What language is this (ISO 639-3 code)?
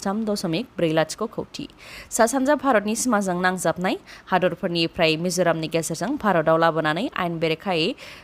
brx